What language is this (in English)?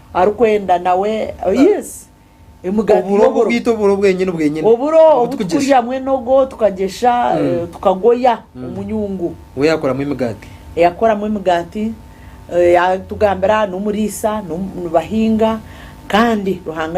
Nyankole